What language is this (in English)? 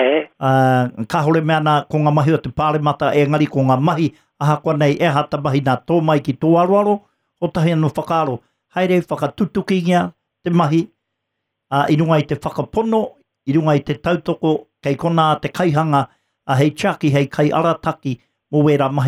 Māori